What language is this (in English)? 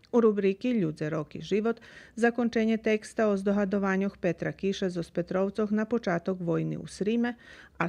Rusyn